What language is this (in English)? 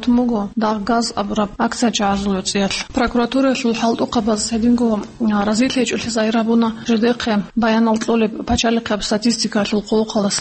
Avaric